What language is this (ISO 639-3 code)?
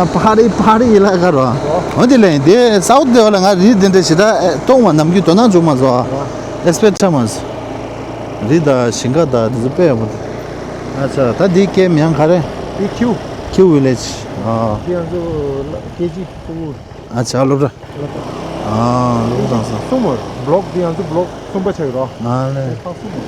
bod